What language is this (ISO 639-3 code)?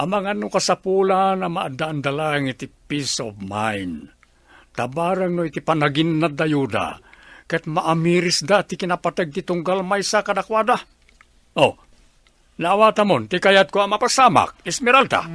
ilo